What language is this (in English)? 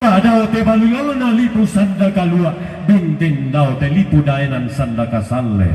Toraja-Sa'dan